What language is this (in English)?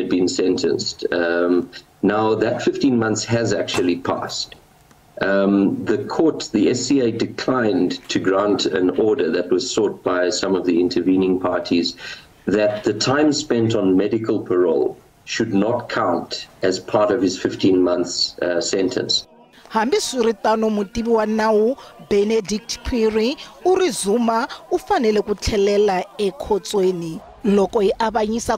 Tsonga